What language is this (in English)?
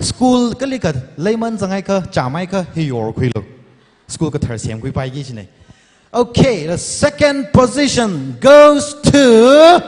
Tangkhul Naga (India)